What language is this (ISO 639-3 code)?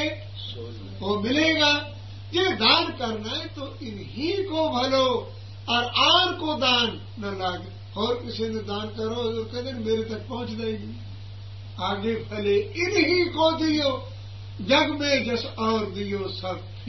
pan